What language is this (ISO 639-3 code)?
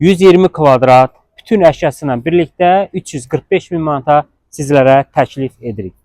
aze